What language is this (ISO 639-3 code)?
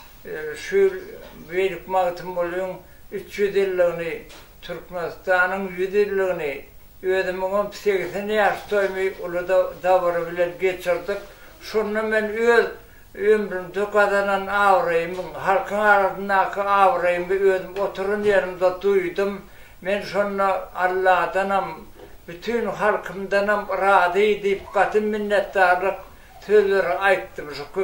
tuk